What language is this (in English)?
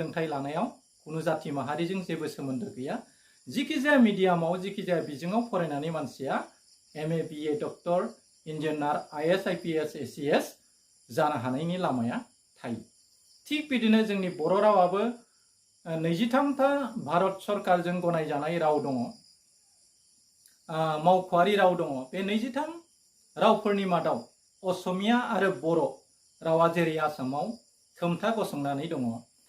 Bodo